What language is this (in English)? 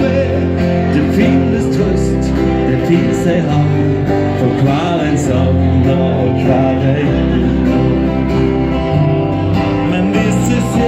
Norwegian